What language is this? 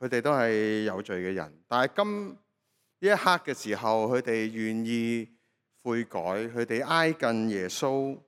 Cantonese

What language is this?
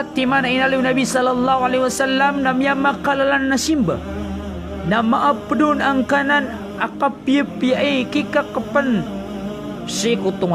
Maranao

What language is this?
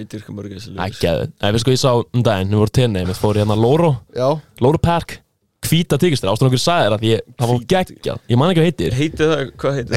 Icelandic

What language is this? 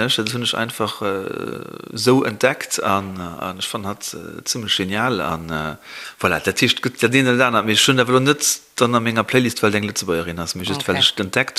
Luxembourgish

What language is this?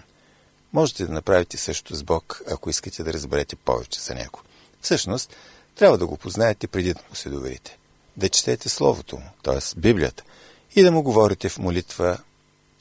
Bulgarian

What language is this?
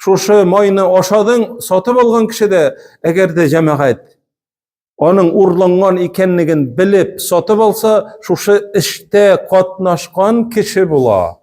Tatar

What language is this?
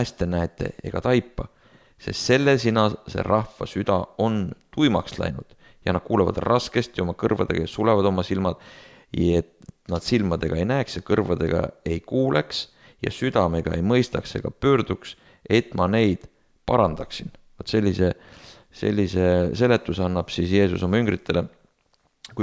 Estonian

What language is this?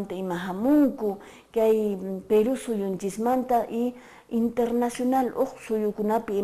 Quechua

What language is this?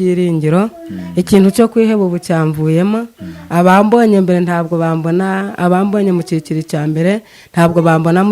Kinyarwanda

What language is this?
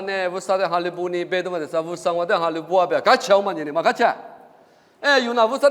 Lisu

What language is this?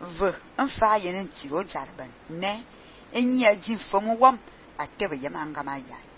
Fang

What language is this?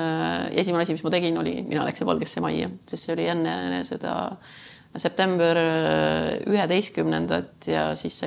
Estonian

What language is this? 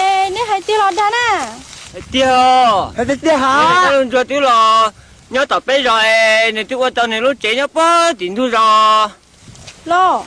Hmong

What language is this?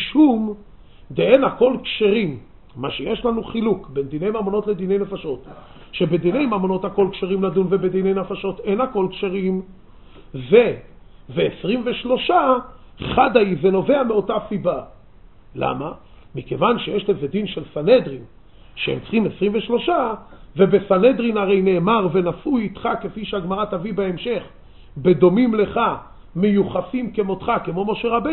Hebrew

